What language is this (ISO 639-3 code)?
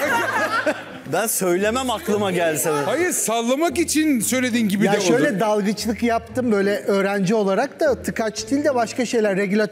tur